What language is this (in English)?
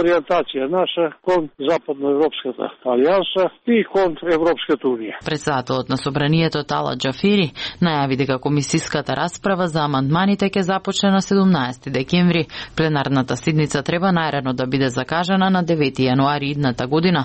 Macedonian